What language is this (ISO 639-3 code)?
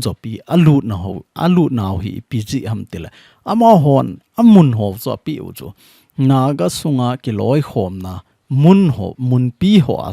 tcz